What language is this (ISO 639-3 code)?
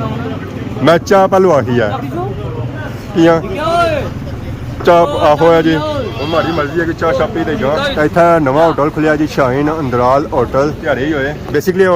phr